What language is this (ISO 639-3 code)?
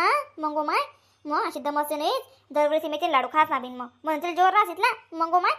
khn